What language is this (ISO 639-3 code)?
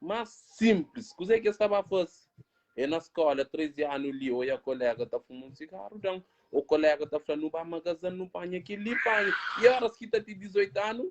kea